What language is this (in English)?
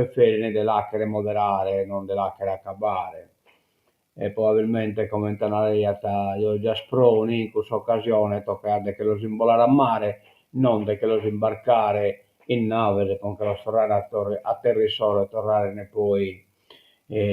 Sardinian